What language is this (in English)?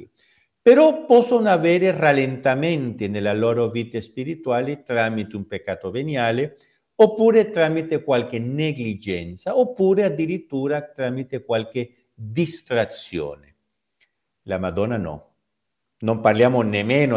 Italian